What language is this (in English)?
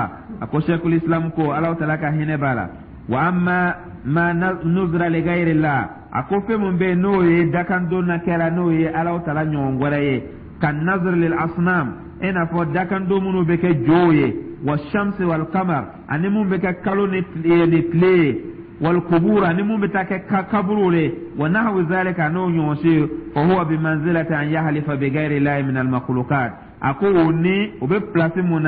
Dyula